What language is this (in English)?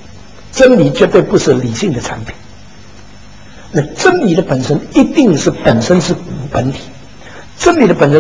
Chinese